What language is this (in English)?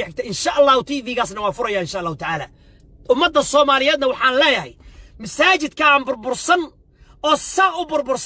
Somali